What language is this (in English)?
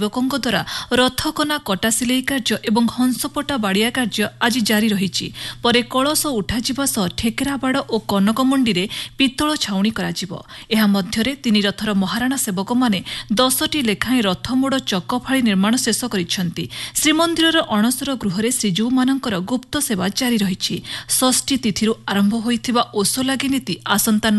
Odia